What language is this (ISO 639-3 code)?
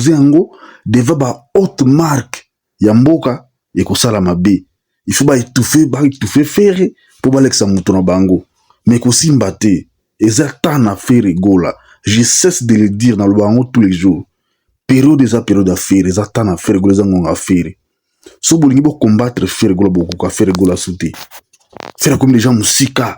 lin